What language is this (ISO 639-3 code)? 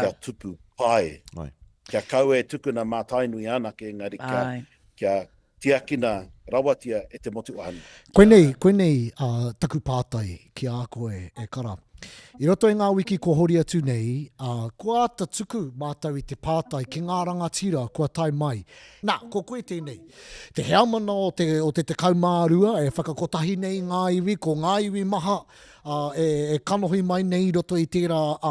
mri